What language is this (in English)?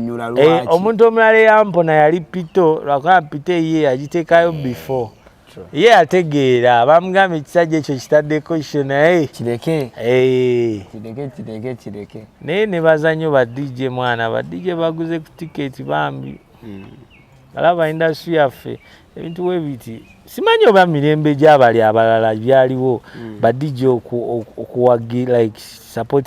Ganda